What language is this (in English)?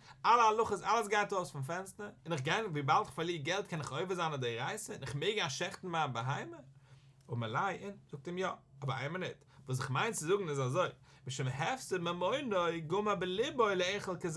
Yiddish